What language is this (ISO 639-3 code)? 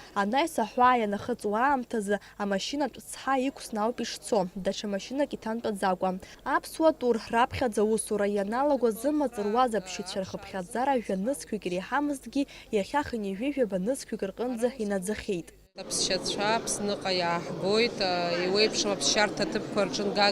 abk